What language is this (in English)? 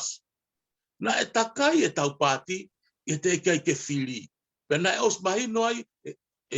Tongan